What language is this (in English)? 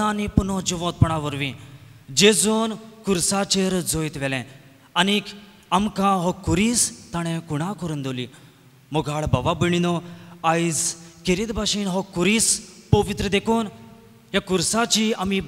Konkani